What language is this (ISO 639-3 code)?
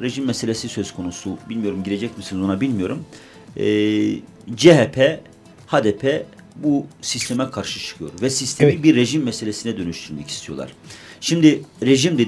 tur